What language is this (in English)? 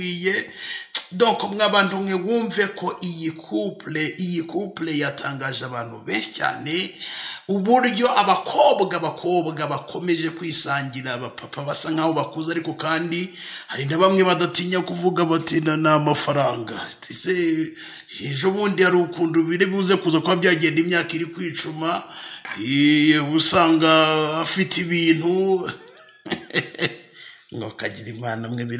Kinyarwanda